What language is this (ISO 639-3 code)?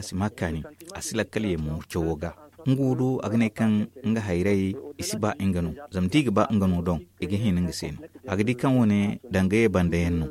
dje